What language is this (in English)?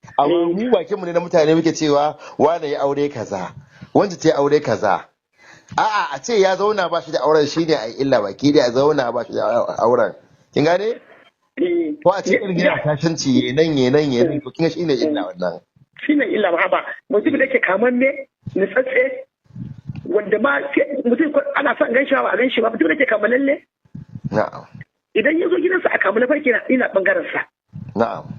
Hausa